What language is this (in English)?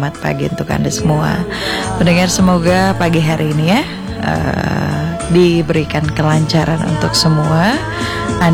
Indonesian